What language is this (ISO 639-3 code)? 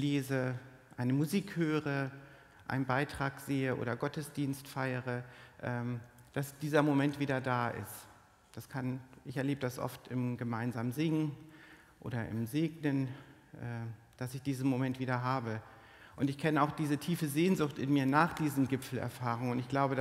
deu